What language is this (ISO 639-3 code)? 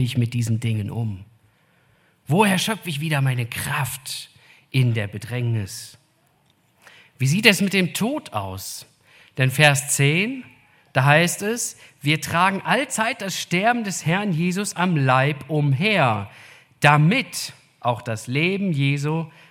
deu